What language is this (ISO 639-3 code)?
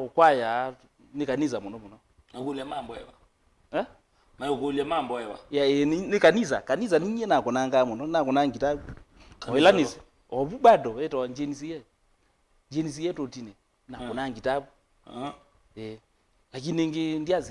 kam